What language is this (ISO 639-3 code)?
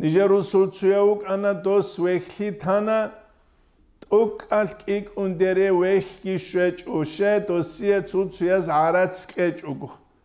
ava